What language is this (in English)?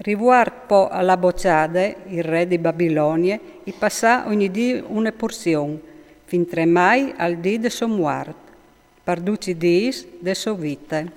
Friulian